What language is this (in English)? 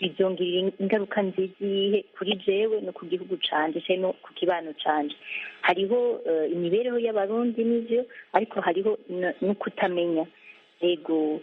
Rundi